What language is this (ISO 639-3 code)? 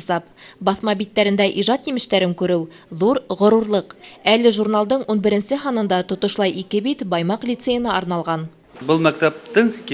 bak